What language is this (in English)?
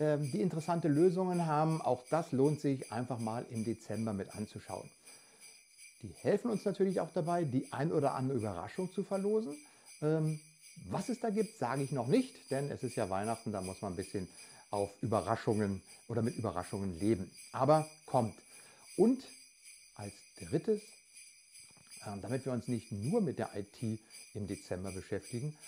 German